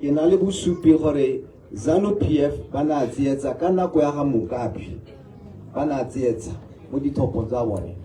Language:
Tswana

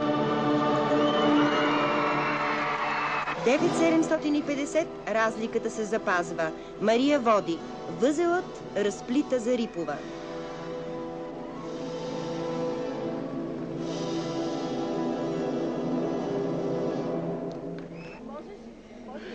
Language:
Bulgarian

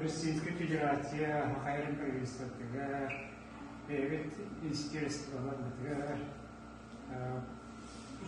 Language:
Yakut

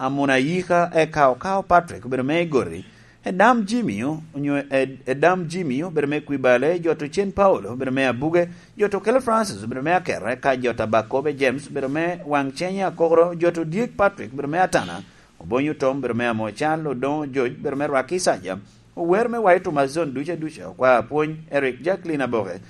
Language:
Lango (Uganda)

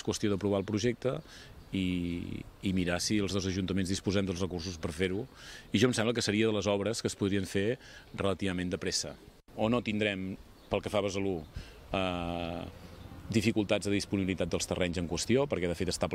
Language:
Catalan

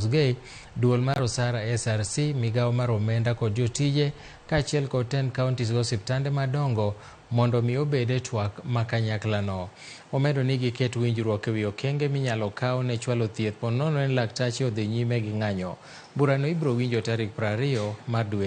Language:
Luo (Kenya and Tanzania)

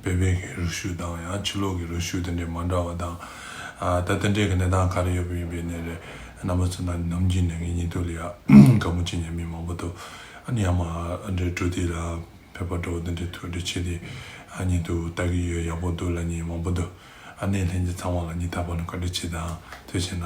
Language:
Tibetan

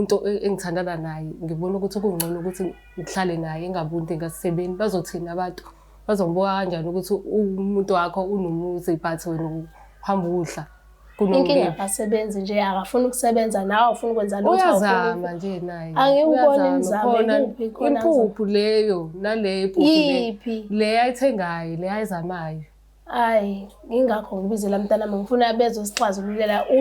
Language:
Zulu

